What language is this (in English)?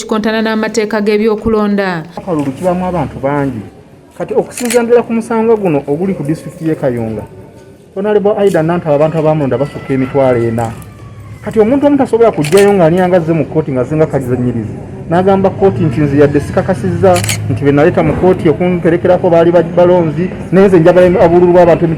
Ganda